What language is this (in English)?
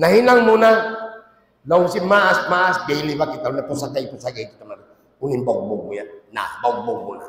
Tausug